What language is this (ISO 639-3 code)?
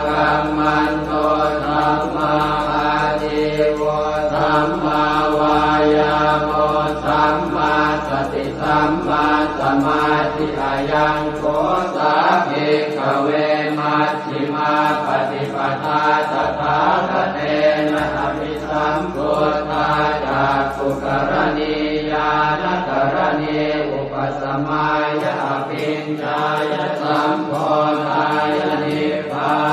pli